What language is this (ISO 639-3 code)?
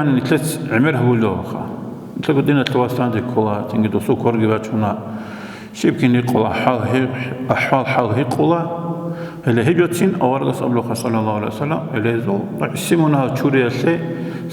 ava